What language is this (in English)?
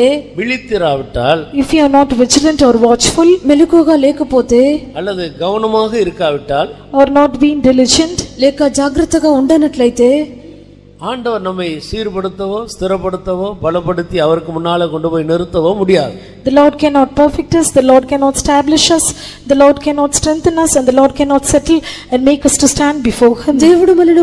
Tamil